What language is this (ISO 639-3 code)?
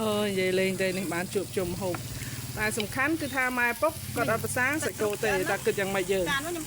khm